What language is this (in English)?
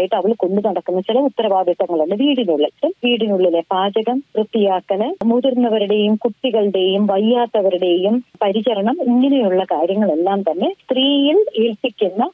Malayalam